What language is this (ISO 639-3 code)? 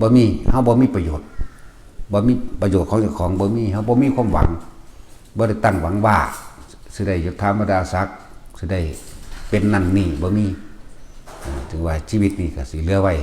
tts